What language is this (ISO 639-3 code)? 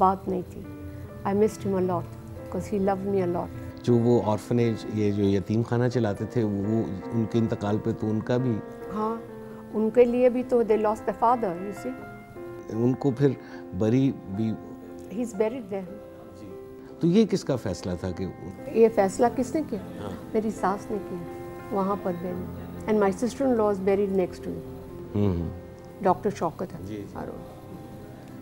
urd